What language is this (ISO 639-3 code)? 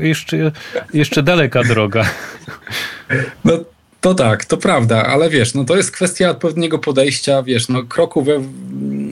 pol